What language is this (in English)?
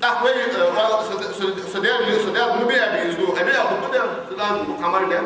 Ingush